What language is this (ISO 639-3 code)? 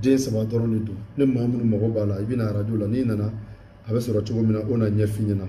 bam